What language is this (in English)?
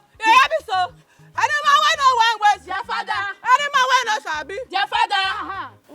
Nigerian Pidgin